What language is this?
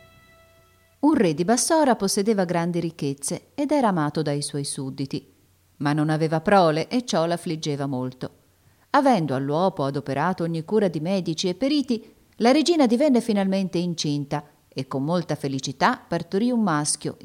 Italian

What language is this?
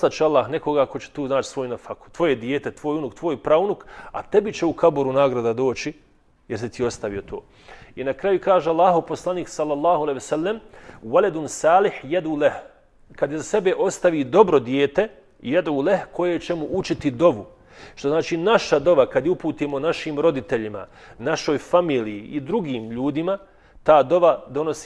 Bosnian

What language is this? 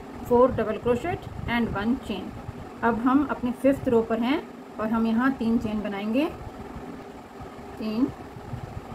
Hindi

